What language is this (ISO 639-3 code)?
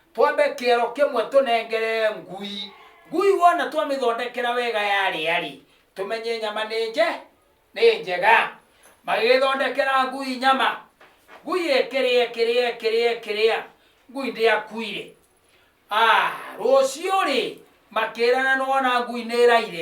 kik